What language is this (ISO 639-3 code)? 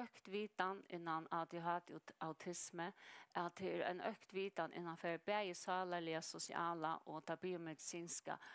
fao